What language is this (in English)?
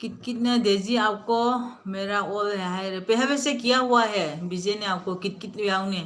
Manipuri